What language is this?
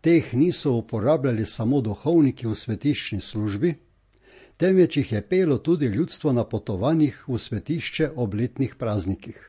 Slovenian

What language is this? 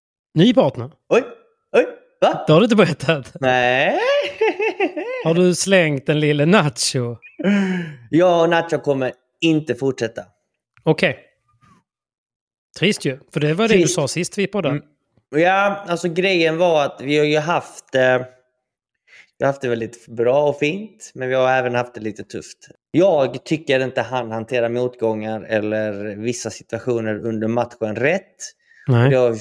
Swedish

